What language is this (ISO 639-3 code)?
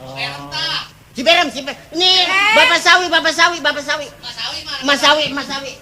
bew